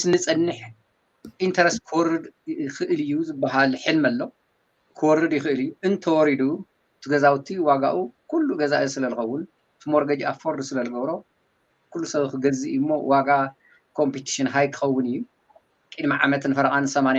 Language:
Tigrinya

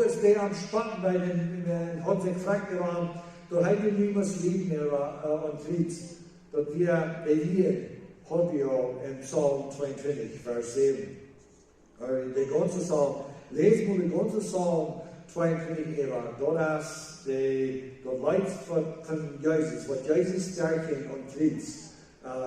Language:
Plautdietsch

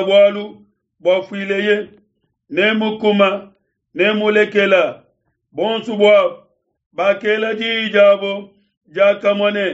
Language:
Luba-Lulua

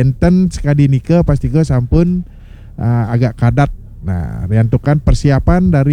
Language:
Balinese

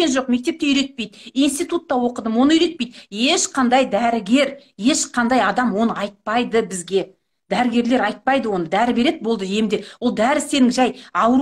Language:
Kazakh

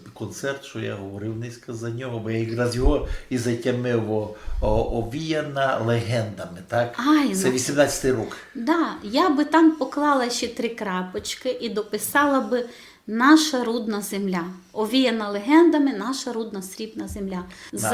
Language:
Rusyn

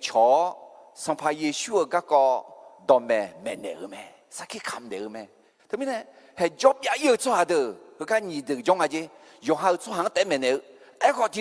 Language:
Akha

